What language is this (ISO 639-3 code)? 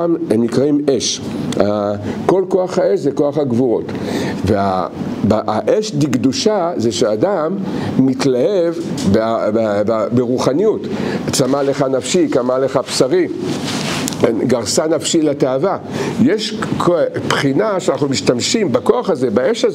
heb